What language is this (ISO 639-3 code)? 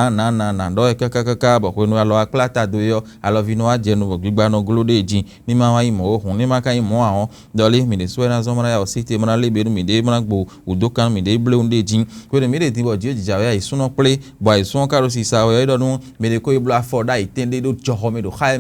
fon